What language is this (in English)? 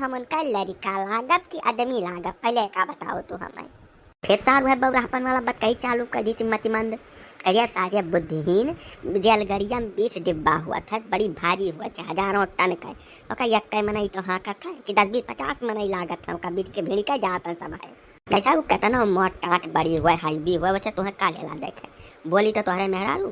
Awadhi